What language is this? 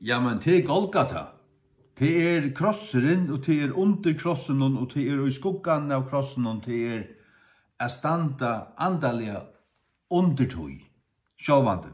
Faroese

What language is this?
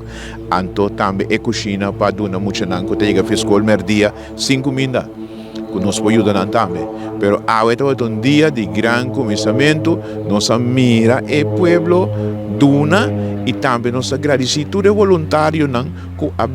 Papiamento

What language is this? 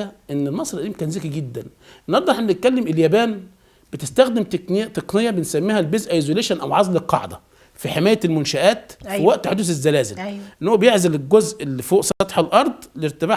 Egyptian Arabic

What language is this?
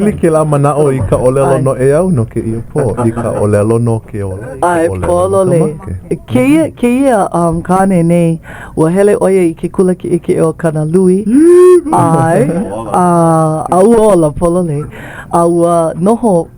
Hawaiian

